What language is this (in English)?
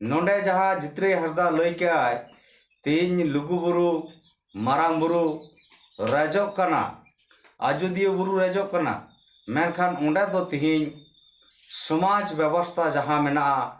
Santali